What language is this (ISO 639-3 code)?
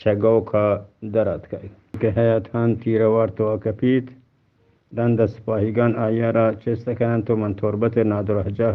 bgp